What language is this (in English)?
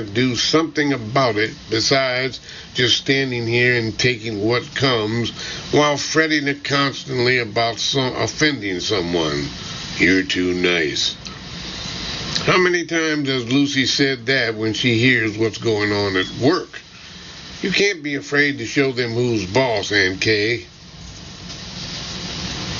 English